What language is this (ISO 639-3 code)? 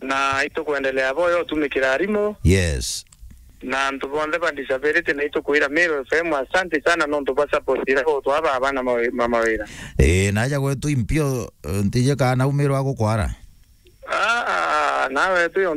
mer